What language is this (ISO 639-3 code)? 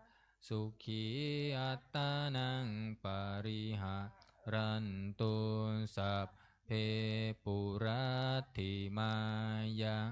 pli